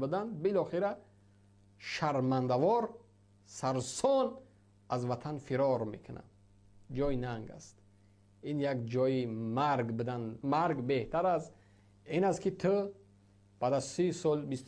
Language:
Tajik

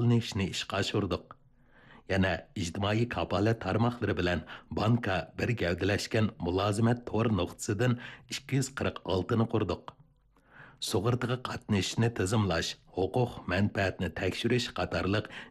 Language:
Uyghur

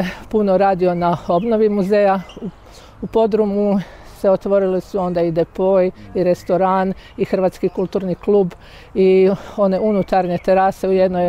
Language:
Croatian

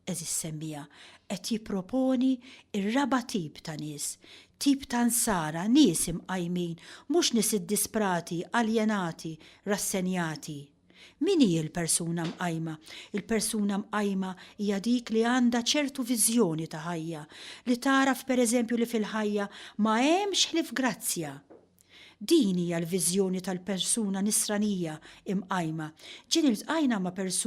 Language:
Maltese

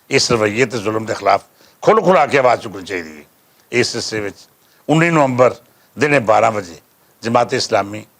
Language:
Western Panjabi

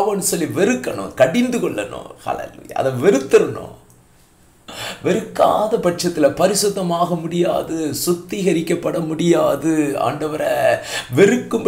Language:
Tamil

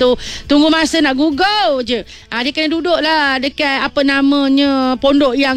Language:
Malay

